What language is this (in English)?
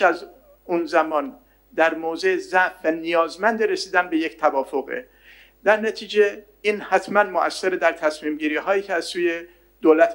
Persian